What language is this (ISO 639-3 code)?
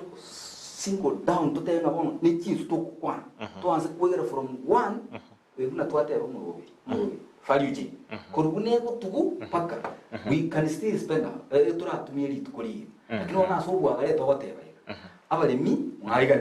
guz